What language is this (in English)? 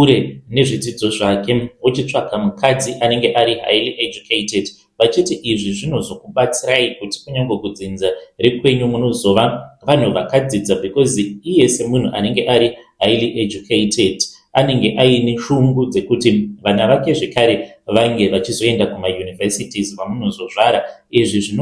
Shona